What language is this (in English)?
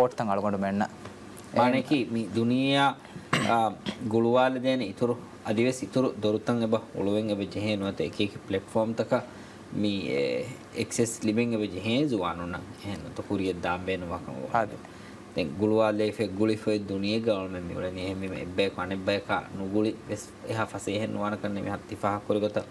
Divehi